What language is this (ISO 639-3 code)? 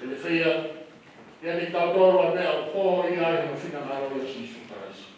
ton